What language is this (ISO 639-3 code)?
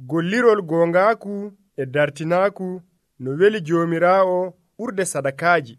fuv